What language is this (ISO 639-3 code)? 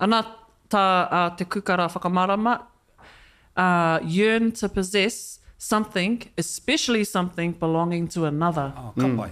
mri